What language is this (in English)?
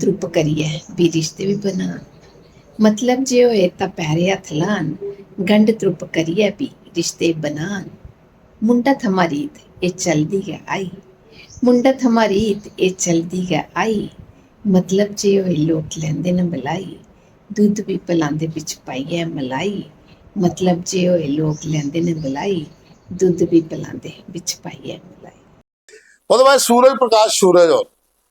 Dogri